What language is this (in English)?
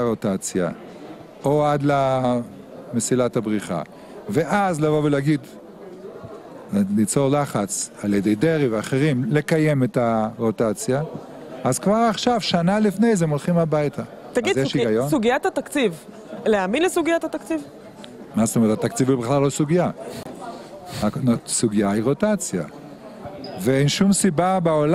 Hebrew